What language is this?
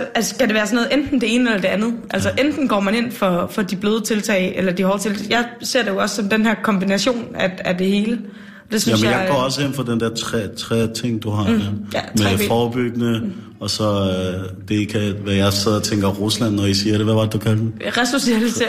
Danish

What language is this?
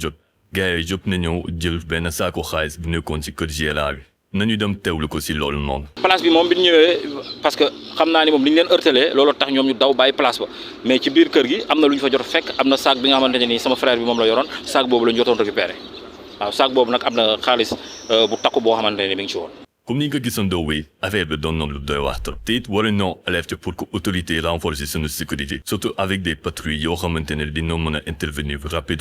Wolof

